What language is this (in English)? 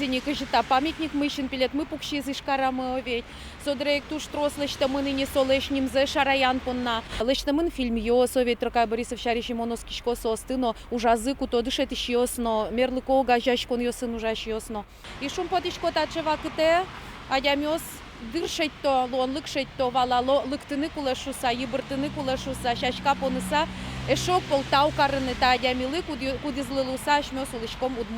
Udmurt